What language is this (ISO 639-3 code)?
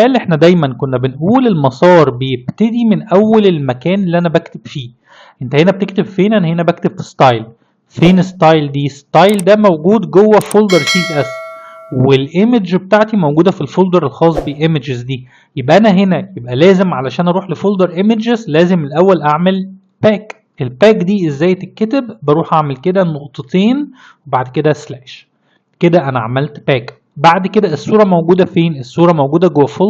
arz